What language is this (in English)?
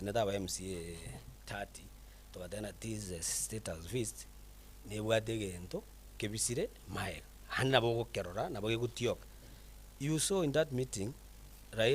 Gusii